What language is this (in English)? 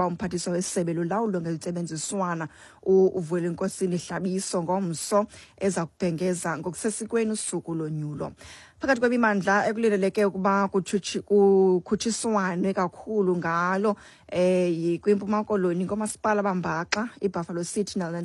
Xhosa